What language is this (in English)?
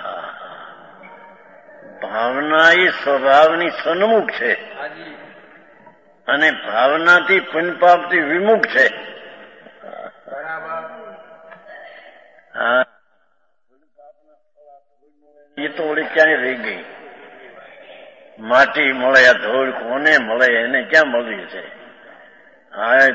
Gujarati